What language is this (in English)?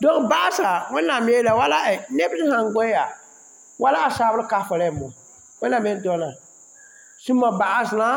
Mossi